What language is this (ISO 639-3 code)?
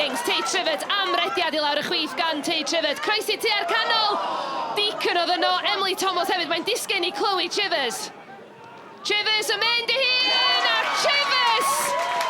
cym